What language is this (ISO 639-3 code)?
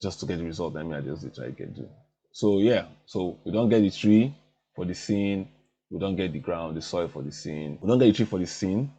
pcm